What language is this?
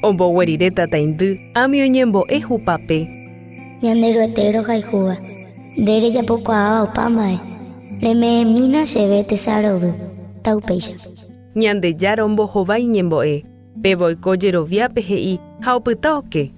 Guarani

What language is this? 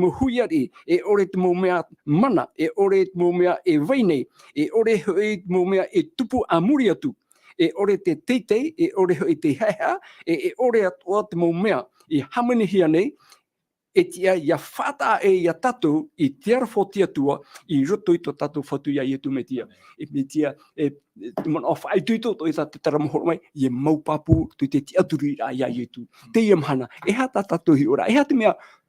Tahitian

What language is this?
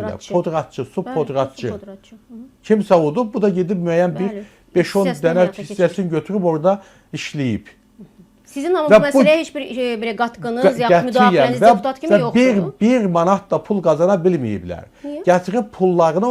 Azerbaijani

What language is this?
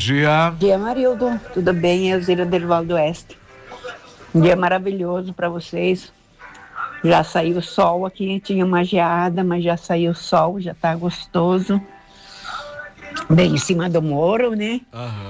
Portuguese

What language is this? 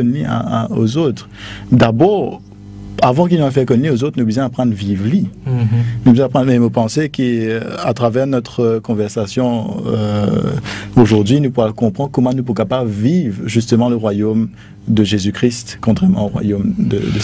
Morisyen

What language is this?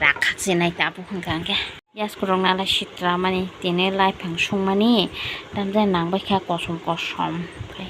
Kok Borok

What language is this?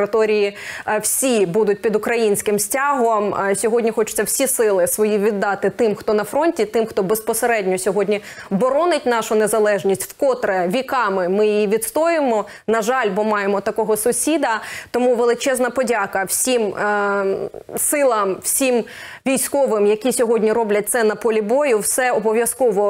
Ukrainian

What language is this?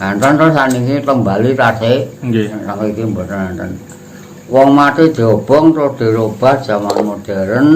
Javanese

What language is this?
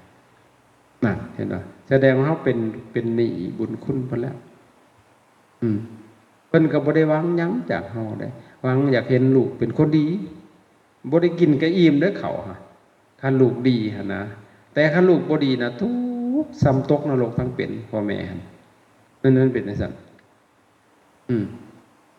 Lao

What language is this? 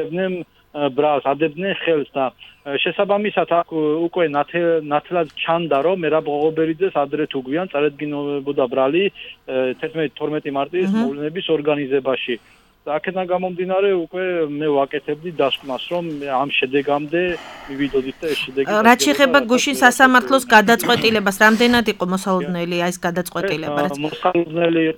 Georgian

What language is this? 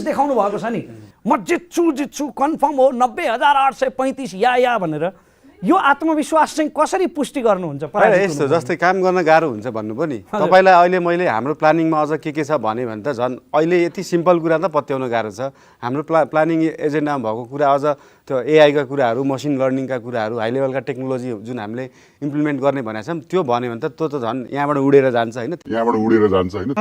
Nepali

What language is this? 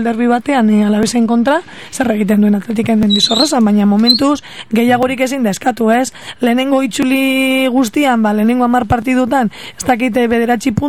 Basque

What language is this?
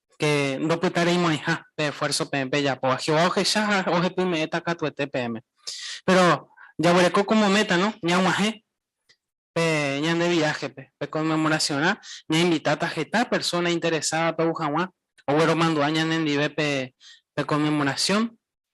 Guarani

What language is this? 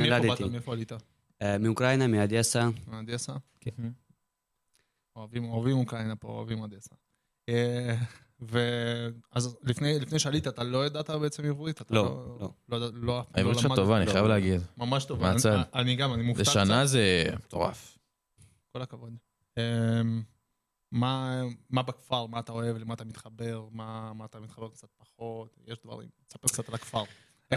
Hebrew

